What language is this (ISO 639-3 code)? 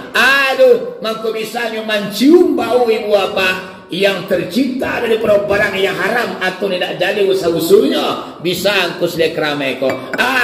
min